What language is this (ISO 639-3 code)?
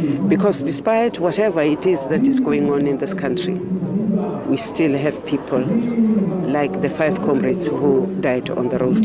ven